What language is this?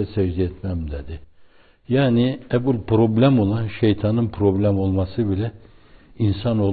Turkish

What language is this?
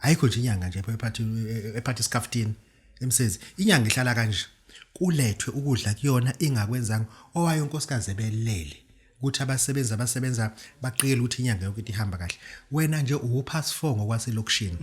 Zulu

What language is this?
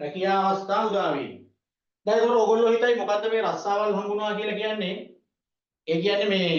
Sinhala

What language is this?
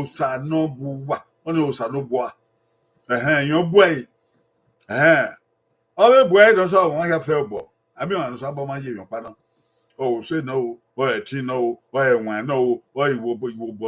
Bini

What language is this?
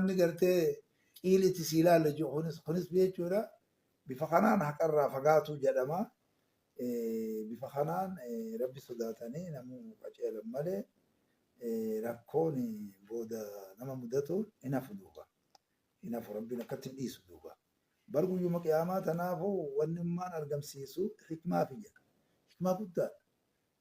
Oromo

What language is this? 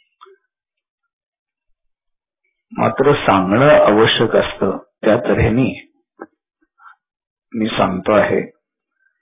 Marathi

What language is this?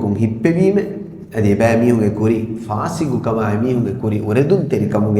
Divehi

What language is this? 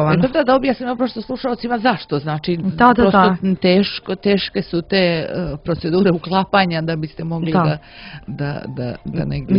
Serbian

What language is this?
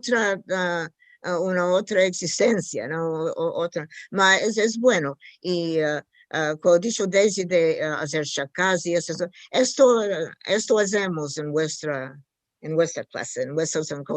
Ladino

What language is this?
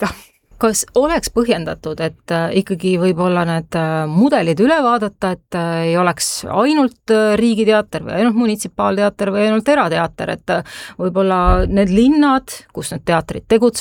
Estonian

